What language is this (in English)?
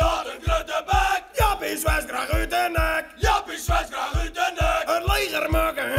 Western Frisian